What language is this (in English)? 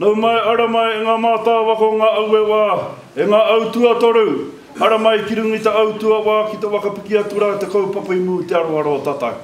Māori